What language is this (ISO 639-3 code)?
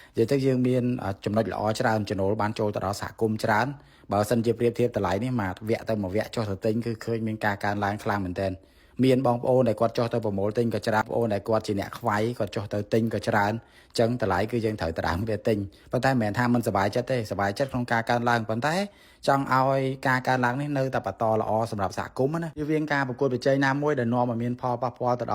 khm